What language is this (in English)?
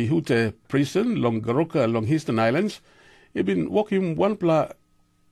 Tok Pisin